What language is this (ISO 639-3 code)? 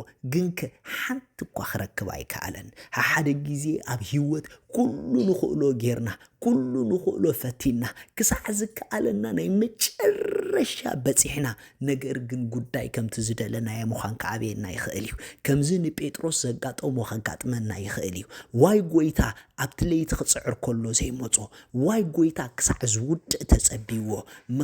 tir